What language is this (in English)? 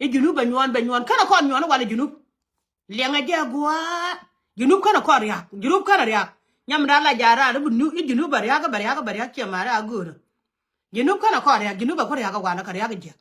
Nuer